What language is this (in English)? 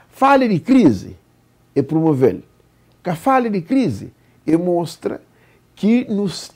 Kabuverdianu